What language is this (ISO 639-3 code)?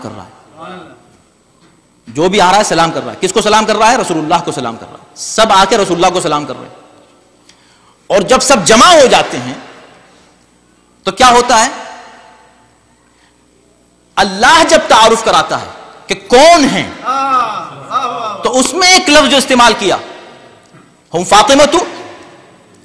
urd